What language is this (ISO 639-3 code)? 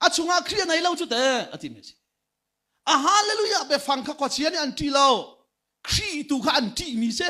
cnh